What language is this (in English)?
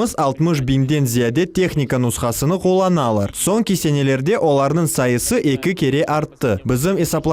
Crimean Tatar